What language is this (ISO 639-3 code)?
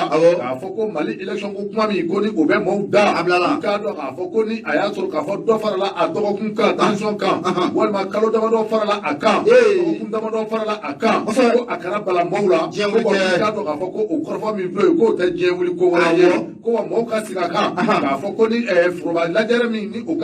bam